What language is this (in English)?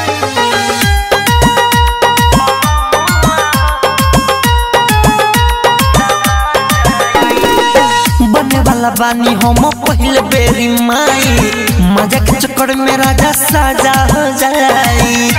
Bhojpuri